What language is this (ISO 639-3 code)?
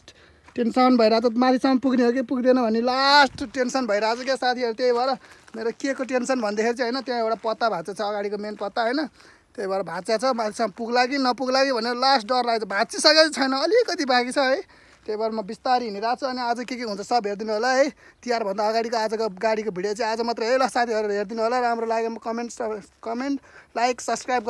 nep